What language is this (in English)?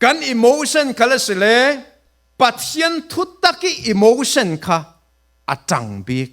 Falam Chin